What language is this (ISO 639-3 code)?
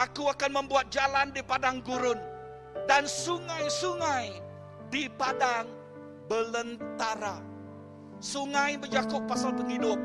iba